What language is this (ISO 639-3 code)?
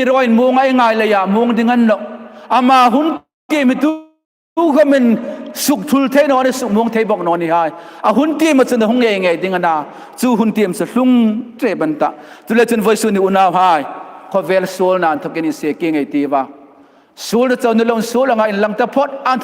hmr